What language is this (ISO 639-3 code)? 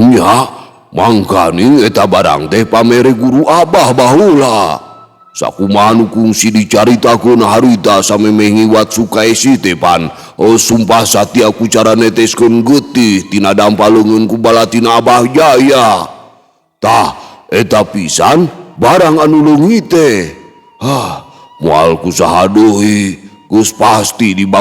sun